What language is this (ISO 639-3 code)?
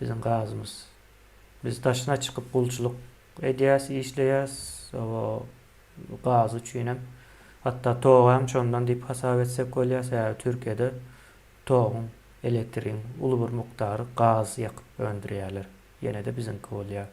tuk